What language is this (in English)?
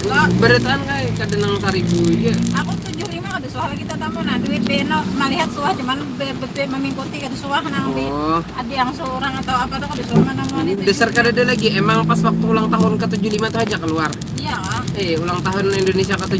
Banjar